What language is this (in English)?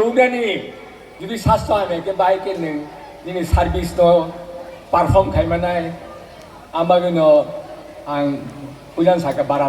Kok Borok